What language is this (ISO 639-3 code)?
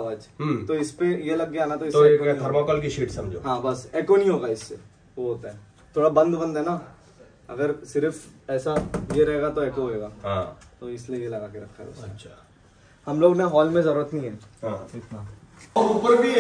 hin